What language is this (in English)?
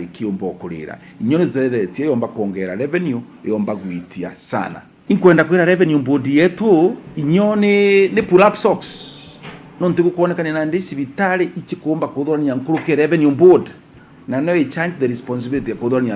Meru